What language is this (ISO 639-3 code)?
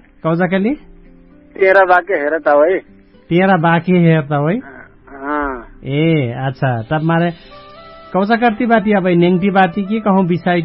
thl